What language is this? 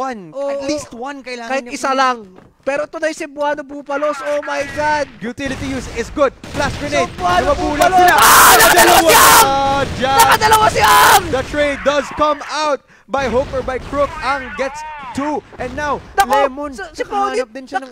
Filipino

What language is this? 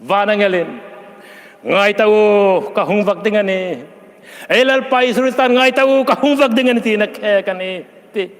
Hmar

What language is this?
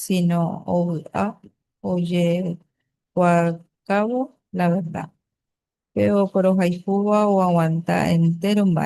Guarani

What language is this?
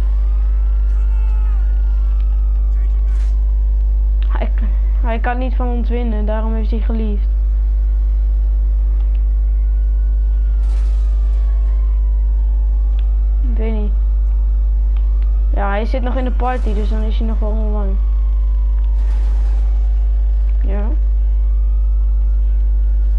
Dutch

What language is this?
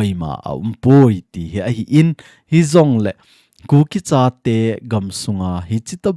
Thado Chin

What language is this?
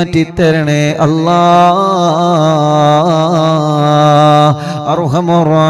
Malayalam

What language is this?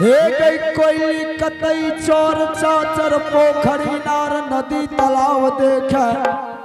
Angika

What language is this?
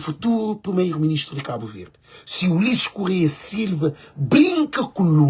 Kabuverdianu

